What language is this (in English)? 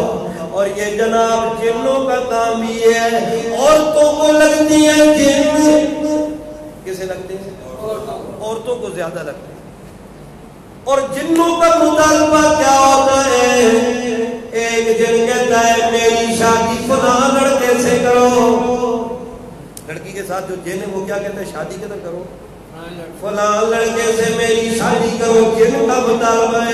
Urdu